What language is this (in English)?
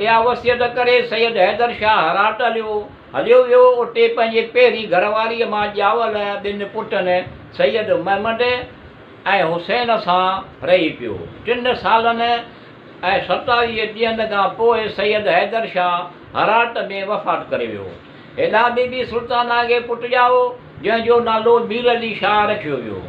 Sindhi